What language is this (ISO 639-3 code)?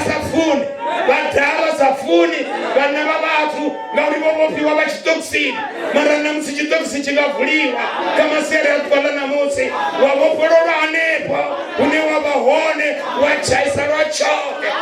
ven